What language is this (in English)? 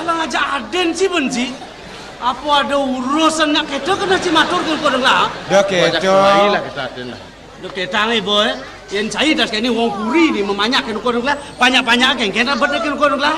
Balinese